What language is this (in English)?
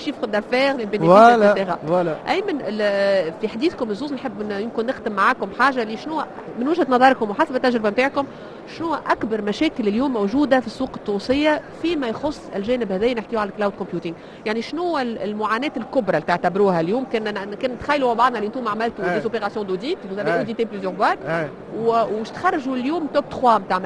Tunisian Arabic